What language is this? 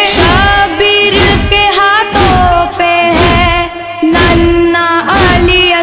Urdu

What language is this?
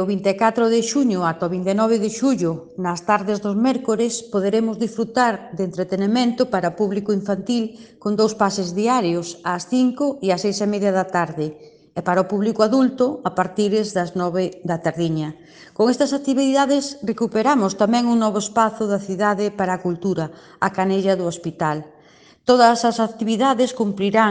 Galician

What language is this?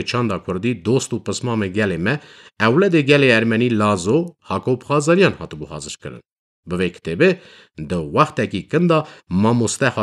Kurdish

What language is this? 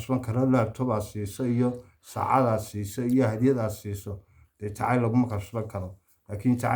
Somali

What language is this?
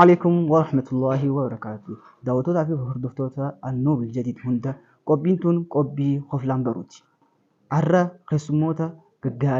Oromo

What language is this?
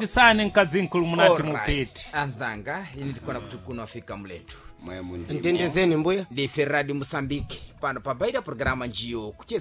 Sena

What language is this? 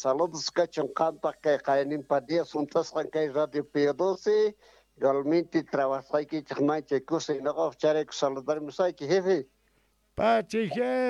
Quechua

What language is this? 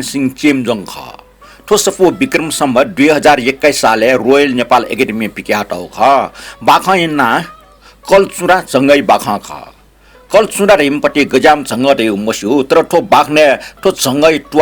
Newari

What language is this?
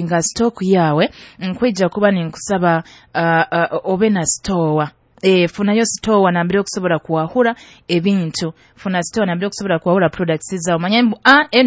Nyoro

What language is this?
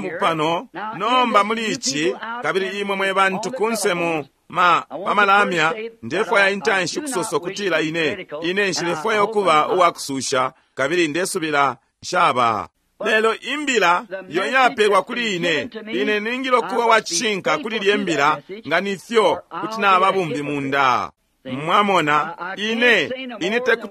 Bemba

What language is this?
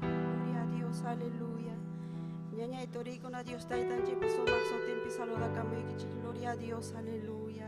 Ayacucho Quechua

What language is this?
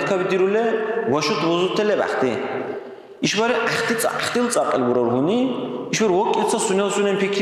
Dargwa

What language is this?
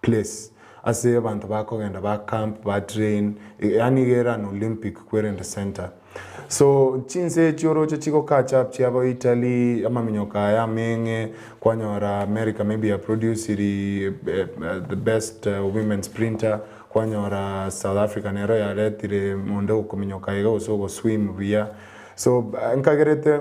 Gusii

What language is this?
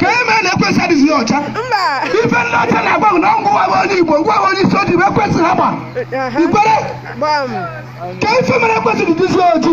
Igbo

